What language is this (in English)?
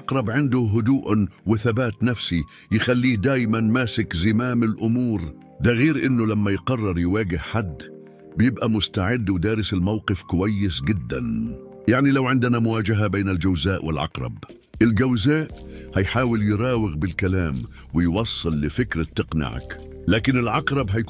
Egyptian Arabic